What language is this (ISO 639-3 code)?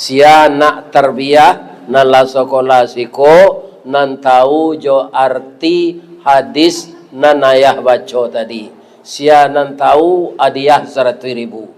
min